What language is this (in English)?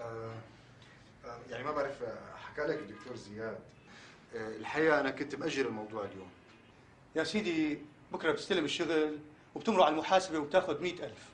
North Levantine Arabic